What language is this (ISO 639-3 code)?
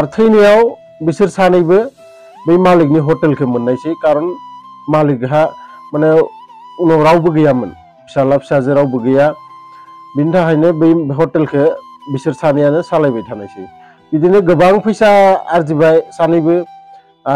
brx